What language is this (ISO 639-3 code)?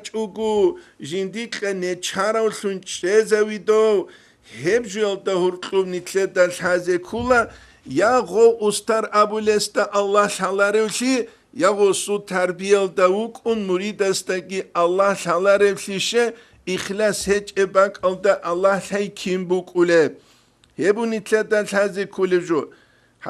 ava